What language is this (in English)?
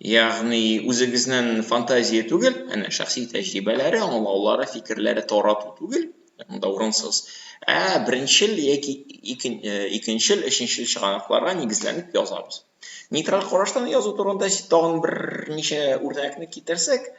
Tatar